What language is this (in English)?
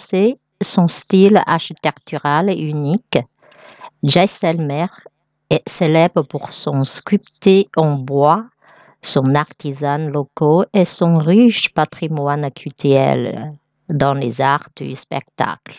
French